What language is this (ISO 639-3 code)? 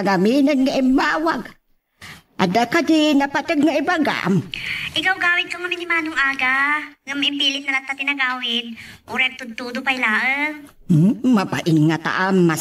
ilo